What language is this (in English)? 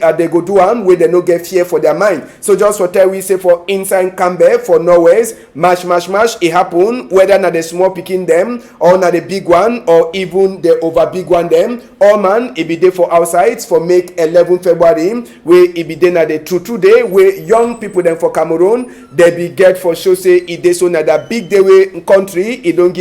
Cameroon Pidgin